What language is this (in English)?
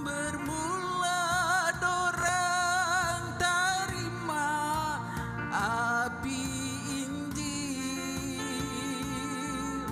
Ambonese Malay